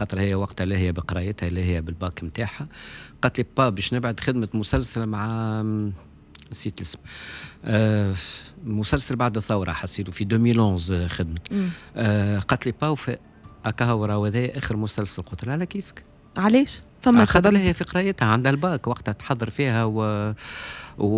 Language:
Tunisian Arabic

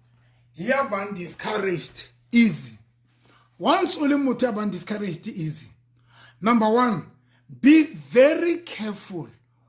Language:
Southern Sotho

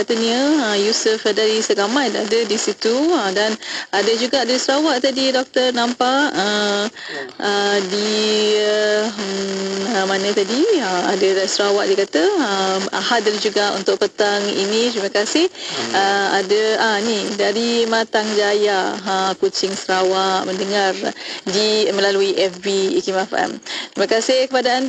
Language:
Malay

